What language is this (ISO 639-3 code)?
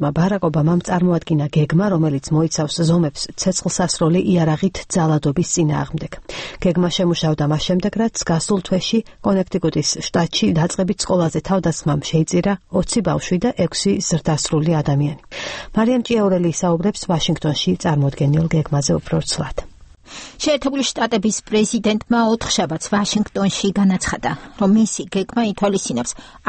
kat